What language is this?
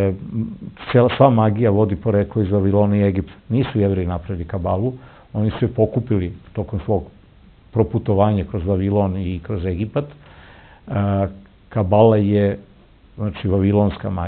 Serbian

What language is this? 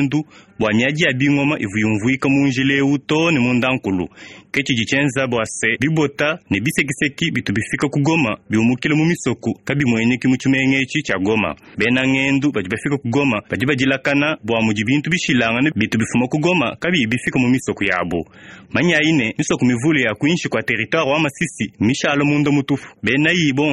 Luba-Lulua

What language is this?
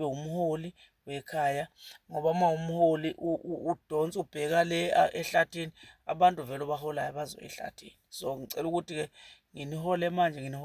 Zulu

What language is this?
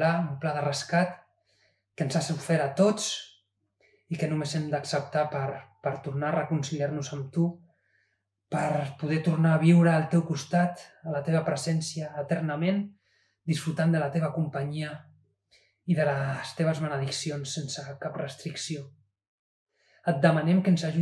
Catalan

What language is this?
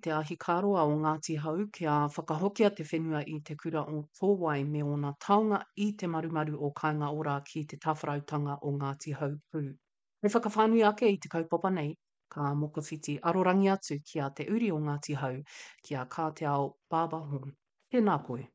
Māori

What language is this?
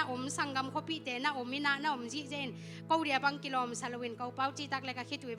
Tedim Chin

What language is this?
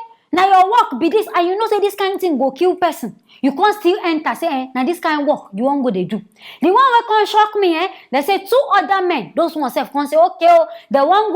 Nigerian Pidgin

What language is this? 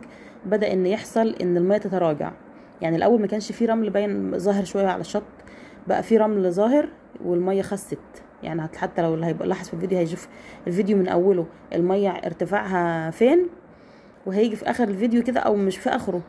Egyptian Arabic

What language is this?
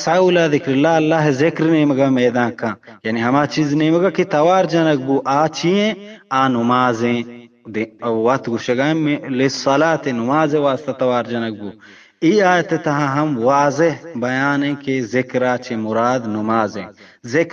Eastern Balochi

